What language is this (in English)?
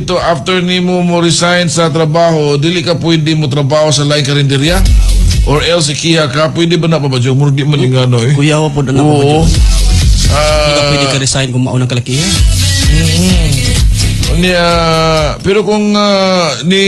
Cebuano